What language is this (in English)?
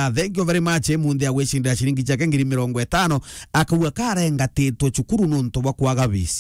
Meru